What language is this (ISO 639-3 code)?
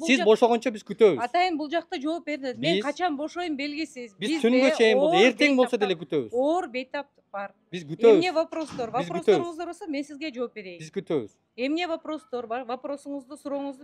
kir